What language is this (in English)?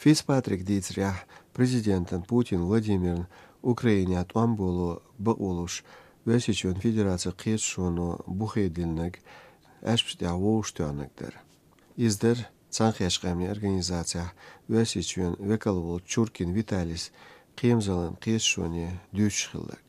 Chechen